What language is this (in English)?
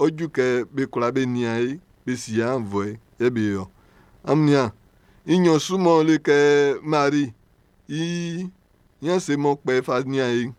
Baoulé